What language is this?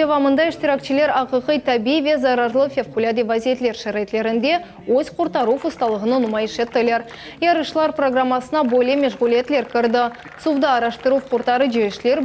Crimean Tatar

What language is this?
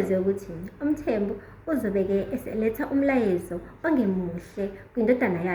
Zulu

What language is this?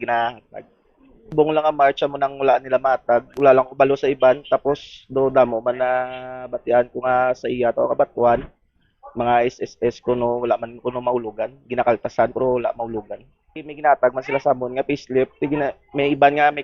Hiligaynon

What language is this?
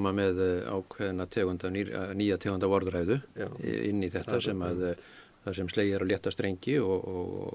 Icelandic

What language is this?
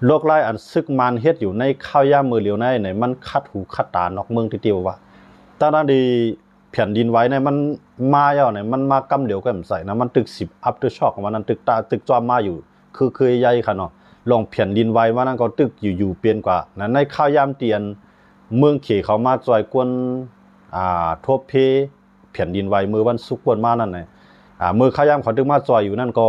Shan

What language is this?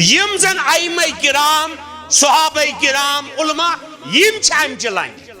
Kashmiri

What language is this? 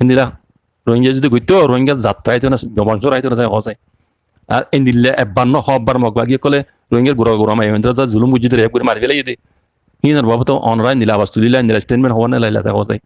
Rohingya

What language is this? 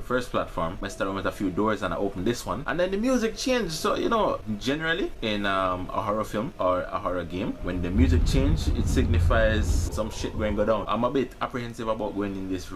Jamaican Creole English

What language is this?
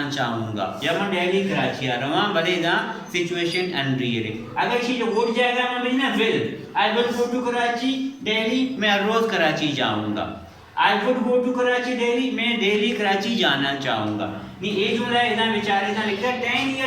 Baluchi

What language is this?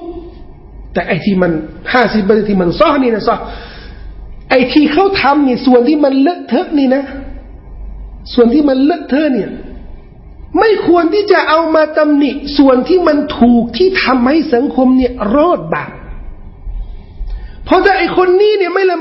Thai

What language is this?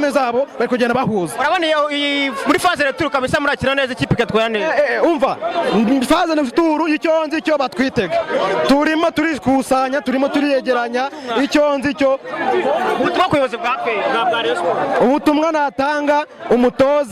Kinyarwanda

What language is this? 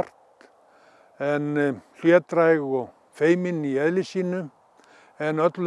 Icelandic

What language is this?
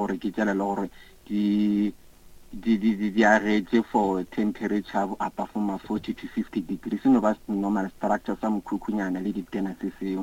Northern Sotho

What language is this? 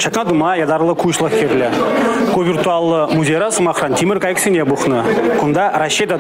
Chuvash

